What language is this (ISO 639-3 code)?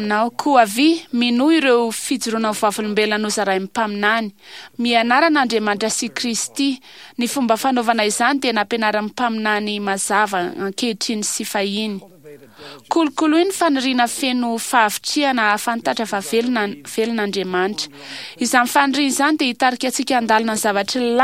mlg